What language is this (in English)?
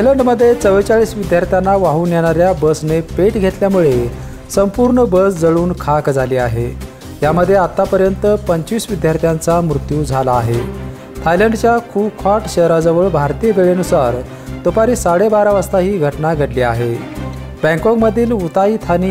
Marathi